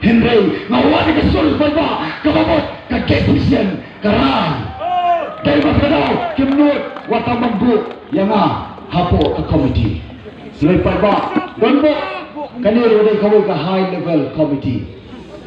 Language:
Khasi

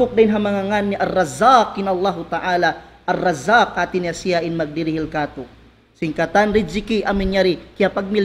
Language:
Tausug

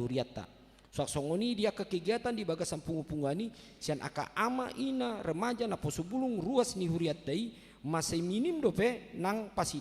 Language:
Batak Toba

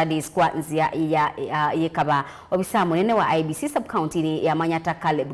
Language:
Kamba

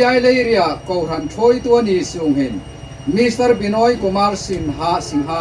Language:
Hmar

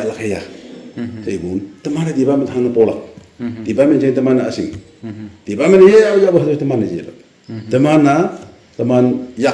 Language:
Naga Pidgin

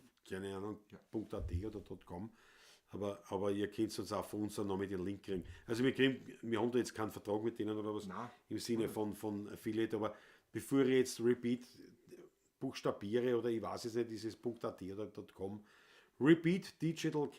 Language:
Bavarian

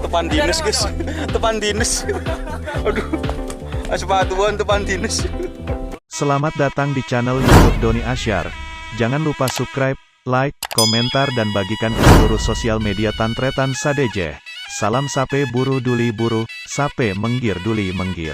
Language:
Madurese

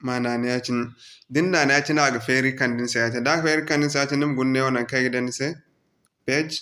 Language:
Zarma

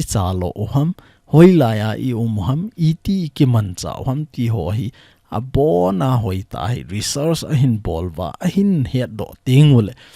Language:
Thado Chin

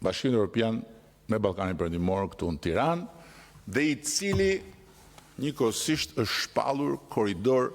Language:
Albanian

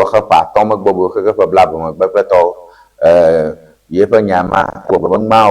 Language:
Ewe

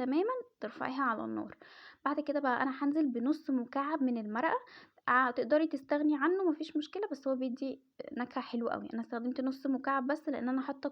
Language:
Egyptian Arabic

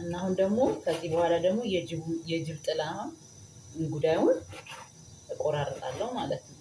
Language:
Amharic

